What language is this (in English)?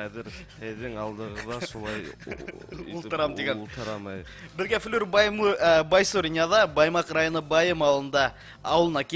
Bashkir